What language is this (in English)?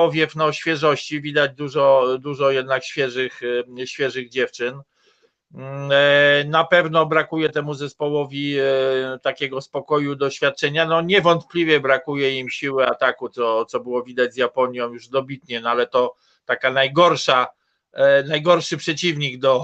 Polish